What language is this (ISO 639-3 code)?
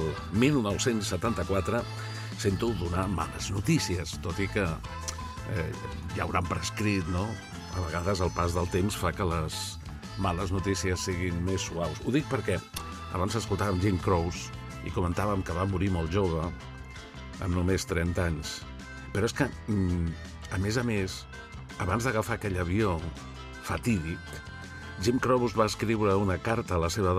cat